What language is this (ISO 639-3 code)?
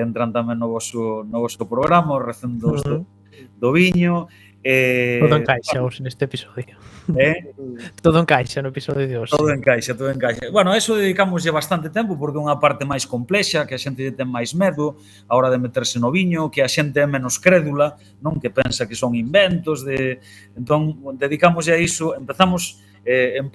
glg